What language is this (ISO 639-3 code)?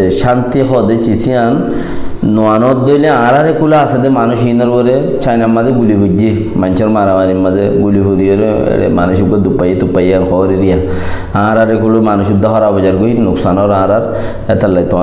rhg